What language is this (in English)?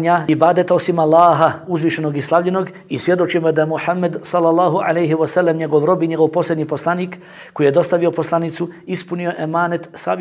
Bosnian